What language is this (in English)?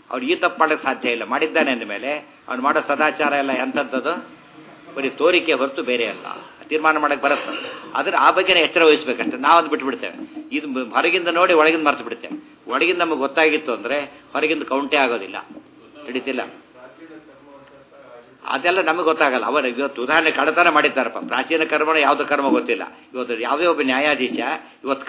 Kannada